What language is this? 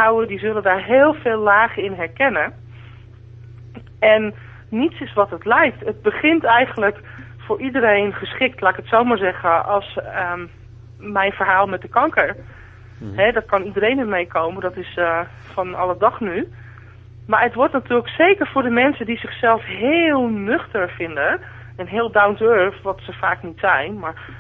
Dutch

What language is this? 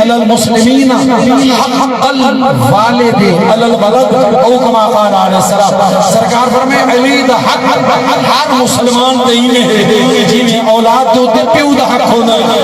Saraiki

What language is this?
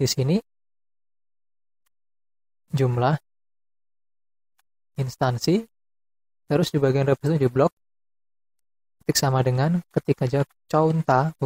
Indonesian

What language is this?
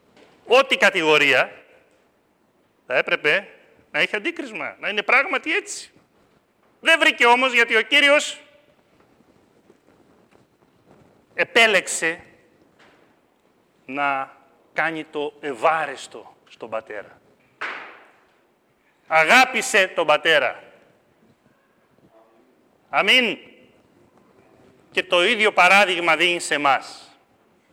Greek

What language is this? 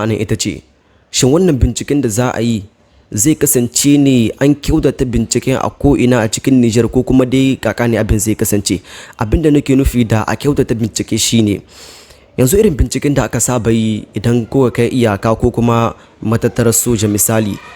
Hausa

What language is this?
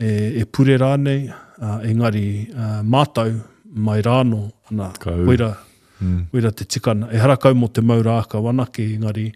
Māori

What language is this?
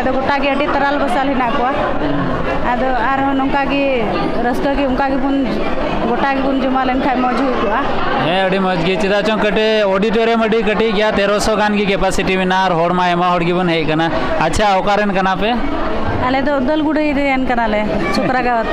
Santali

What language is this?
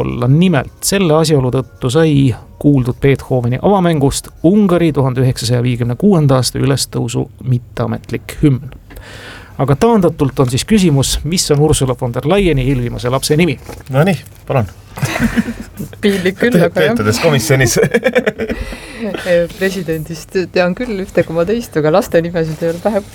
Estonian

